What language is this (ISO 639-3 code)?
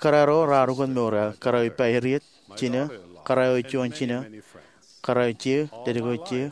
mah